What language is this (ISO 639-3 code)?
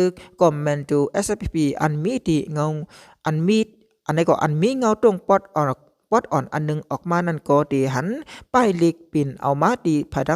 shn